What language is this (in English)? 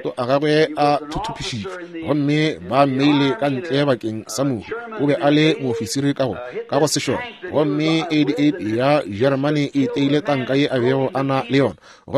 Northern Sotho